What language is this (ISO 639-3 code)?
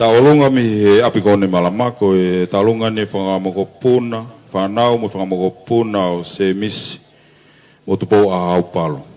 ton